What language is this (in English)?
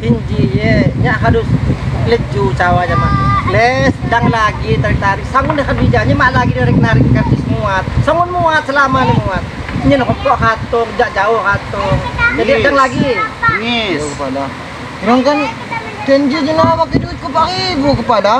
Lampung Api